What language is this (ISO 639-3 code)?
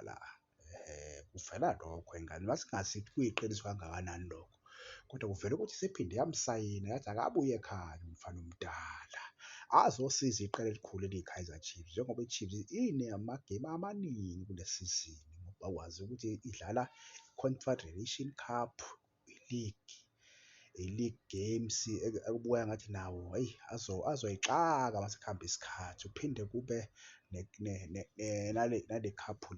zul